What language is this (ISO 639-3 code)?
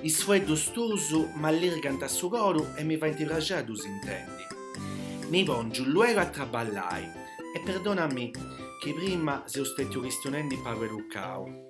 srd